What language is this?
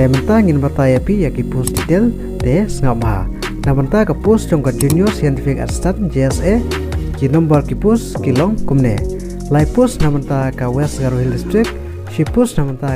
Khasi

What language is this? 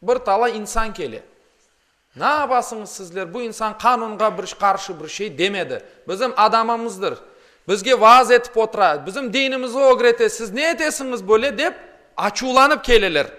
Crimean Tatar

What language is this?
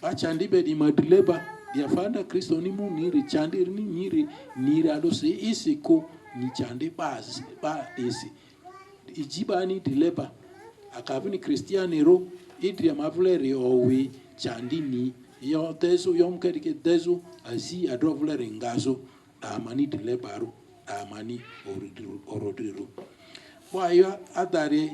Lugbara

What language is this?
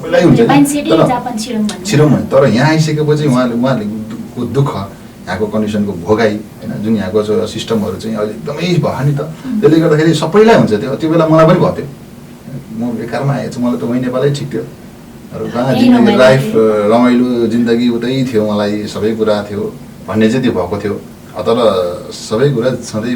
Nepali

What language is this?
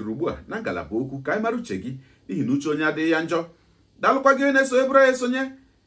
Igbo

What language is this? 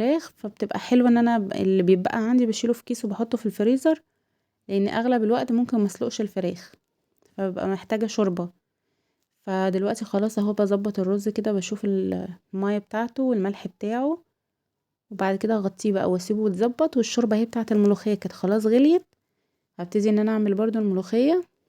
Egyptian Arabic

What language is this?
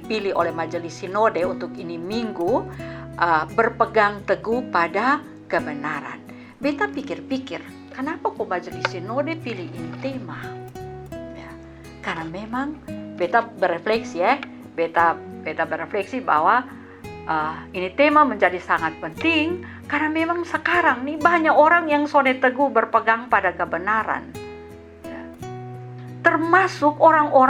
Kupang Malay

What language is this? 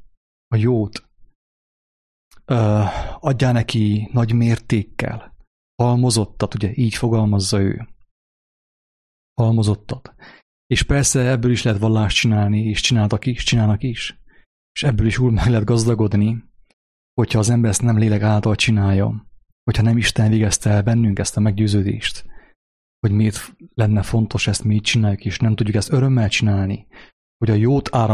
Hungarian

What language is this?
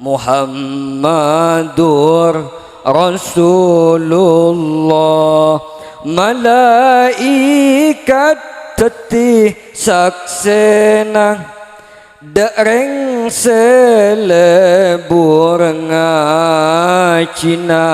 Madurese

